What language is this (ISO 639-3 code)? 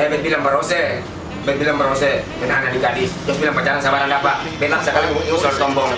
abs